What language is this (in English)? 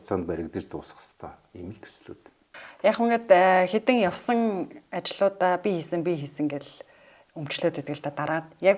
Mongolian